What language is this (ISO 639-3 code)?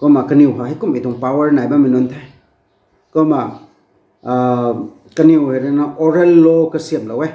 nbu